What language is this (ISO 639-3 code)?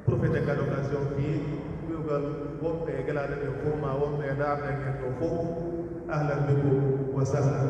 fuf